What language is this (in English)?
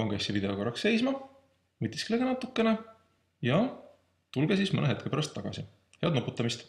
Estonian